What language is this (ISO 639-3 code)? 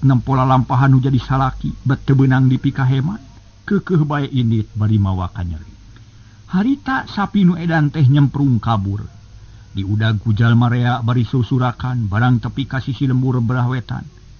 sun